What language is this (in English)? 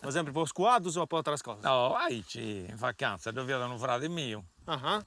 Sardinian